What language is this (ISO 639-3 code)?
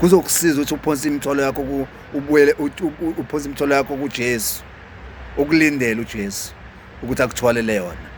zul